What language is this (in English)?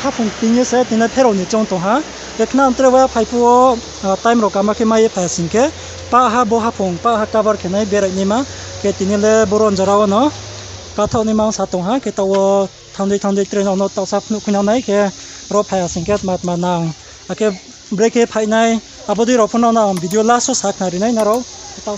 Riang (India)